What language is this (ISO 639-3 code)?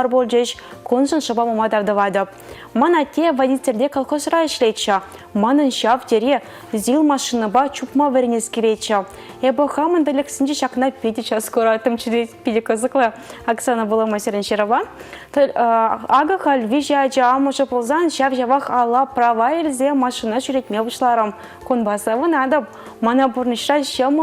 chv